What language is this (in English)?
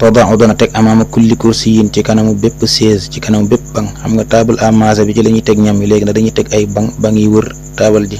Wolof